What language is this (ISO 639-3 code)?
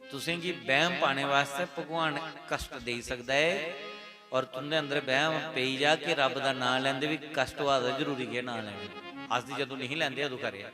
doi